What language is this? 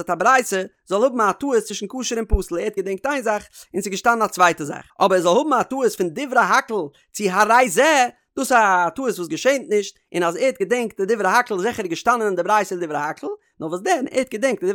Yiddish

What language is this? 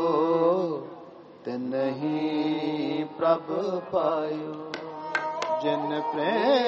Punjabi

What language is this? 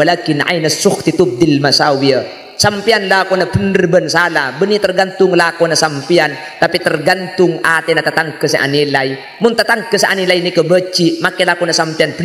Madurese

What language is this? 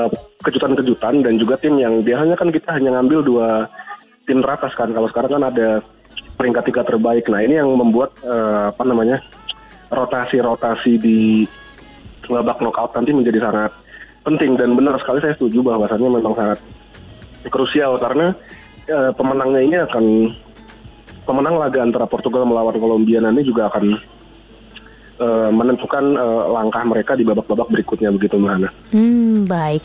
Indonesian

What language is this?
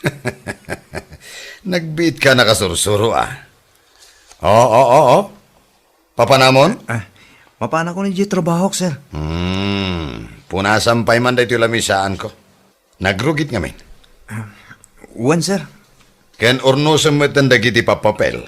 Iloko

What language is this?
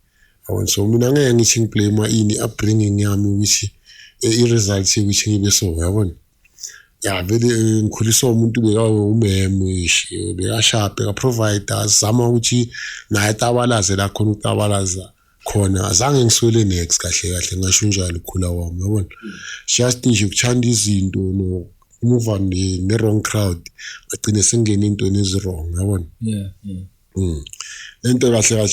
Zulu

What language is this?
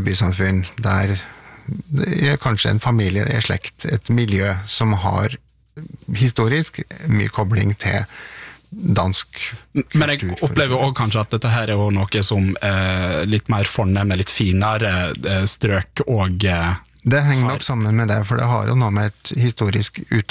Norwegian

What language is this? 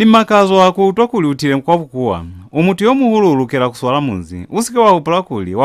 Lozi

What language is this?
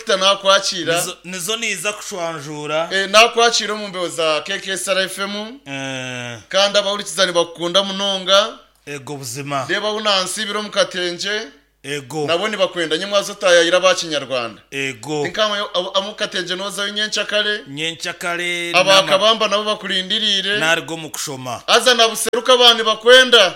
Nyankole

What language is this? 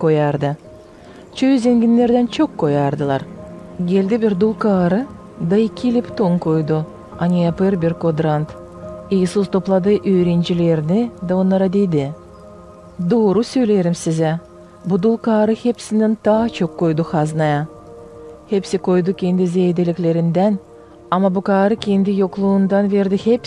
Gagauz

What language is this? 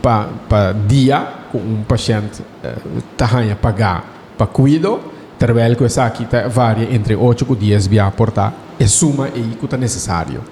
Papiamento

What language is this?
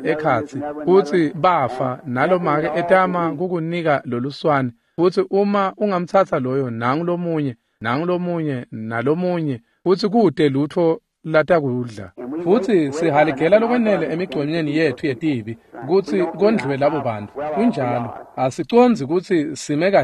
Swati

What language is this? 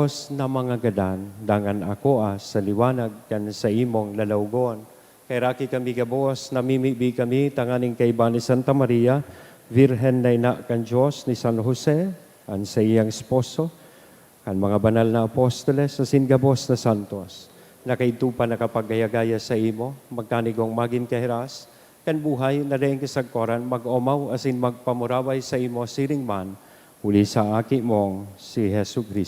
Bikol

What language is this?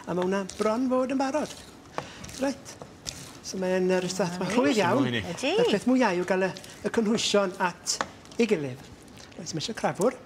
Welsh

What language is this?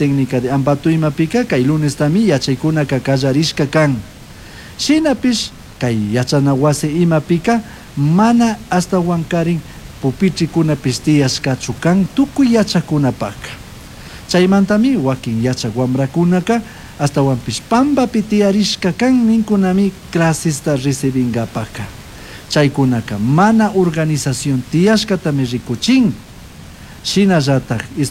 Chimborazo Highland Quichua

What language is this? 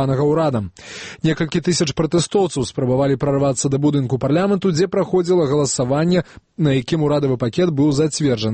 Belarusian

